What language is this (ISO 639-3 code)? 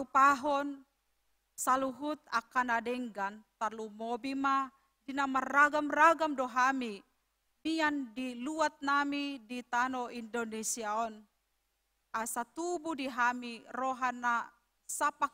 bbc